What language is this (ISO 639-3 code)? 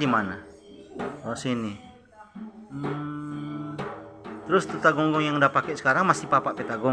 xmm